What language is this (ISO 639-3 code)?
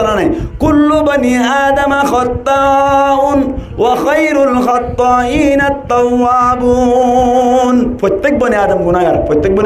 rhg